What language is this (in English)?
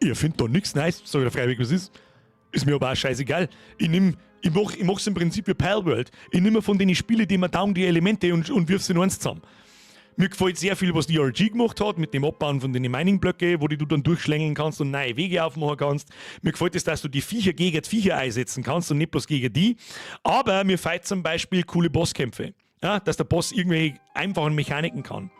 Bavarian